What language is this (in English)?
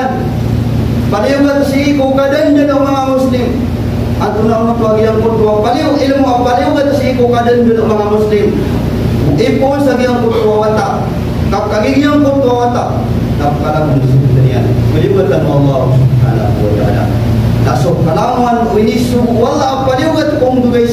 Maranao